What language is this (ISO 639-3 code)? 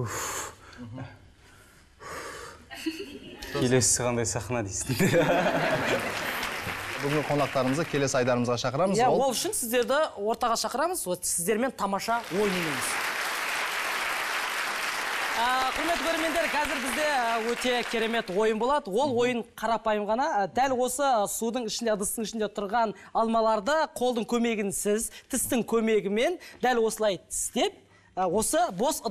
kaz